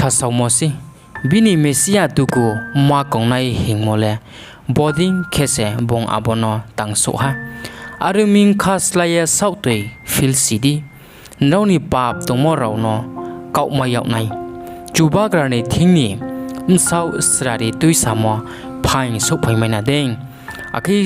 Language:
Riang (India)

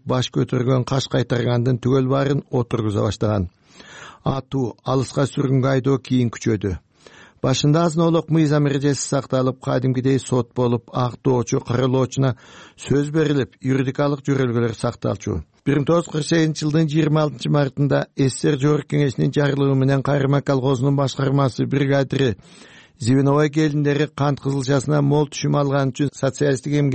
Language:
Kyrgyz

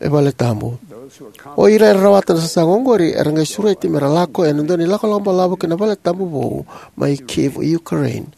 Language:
Fijian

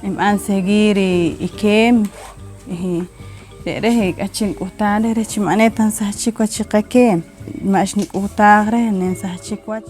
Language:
Poqomchi'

